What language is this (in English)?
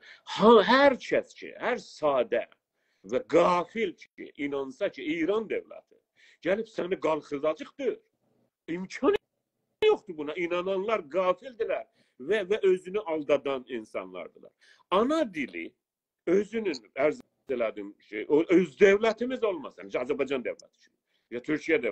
South Azerbaijani